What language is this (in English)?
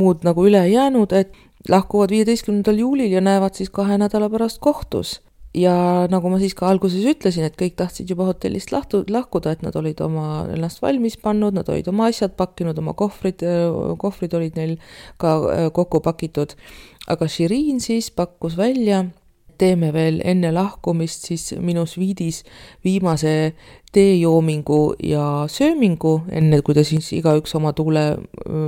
Estonian